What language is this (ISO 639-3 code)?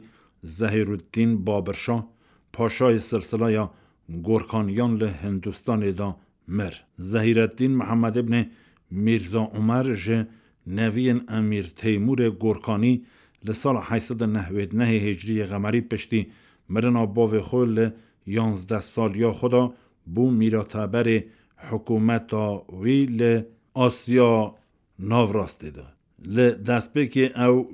kur